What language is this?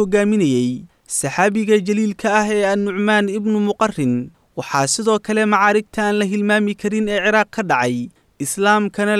Somali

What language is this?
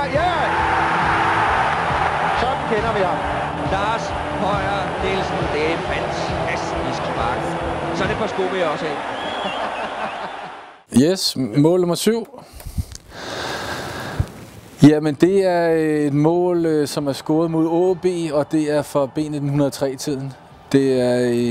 Danish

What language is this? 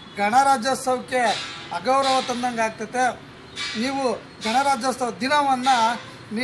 Kannada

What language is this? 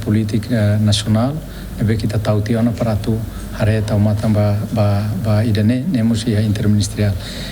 Tetum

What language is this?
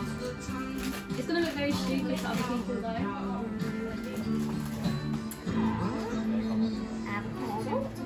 English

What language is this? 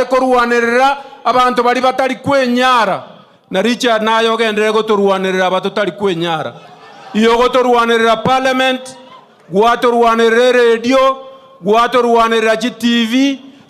Gusii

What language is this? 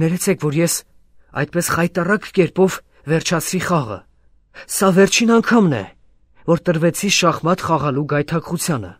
Armenian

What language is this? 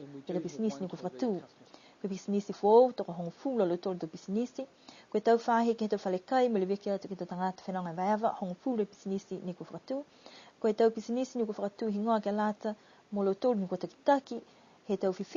Niuean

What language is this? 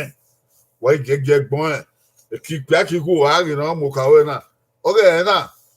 Bini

